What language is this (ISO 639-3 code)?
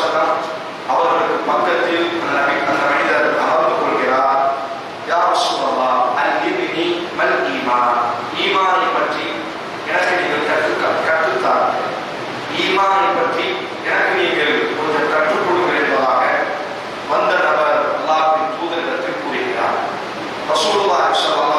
tam